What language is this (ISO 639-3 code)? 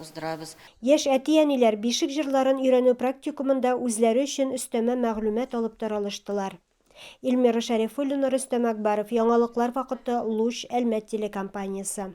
tat